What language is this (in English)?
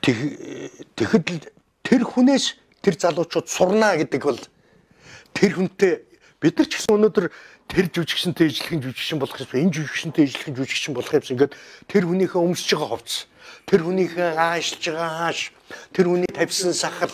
Mongolian